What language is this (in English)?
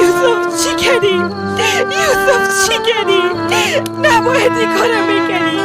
Persian